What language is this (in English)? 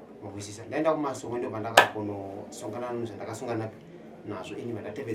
Shona